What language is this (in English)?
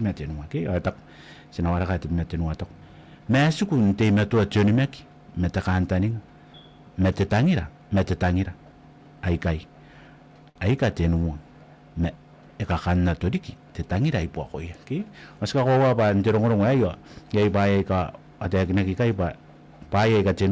Gilbertese